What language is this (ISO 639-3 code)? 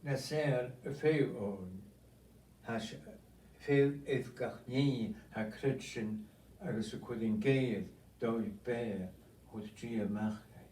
gla